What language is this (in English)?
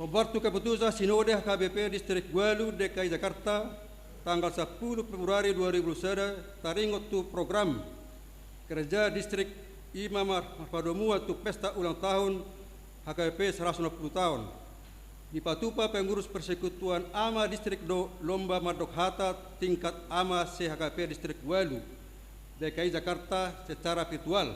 Batak Toba